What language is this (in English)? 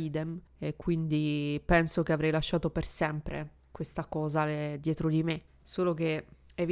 Italian